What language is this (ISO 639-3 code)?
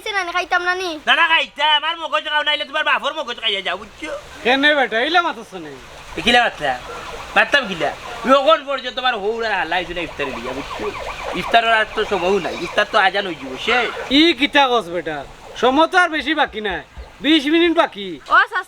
syl